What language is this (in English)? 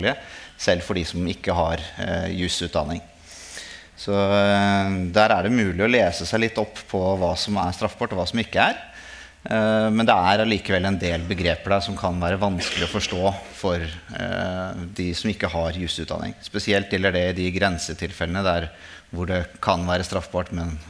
Norwegian